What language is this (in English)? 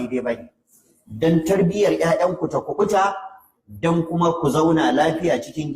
Hausa